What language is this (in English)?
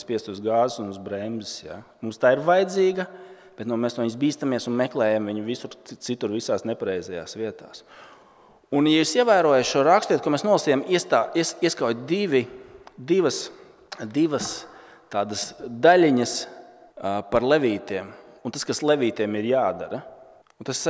Latvian